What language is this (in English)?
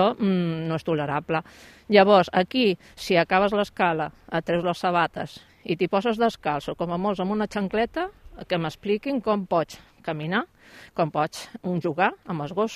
Catalan